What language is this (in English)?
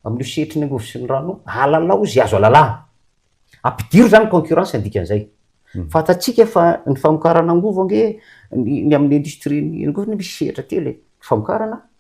Malagasy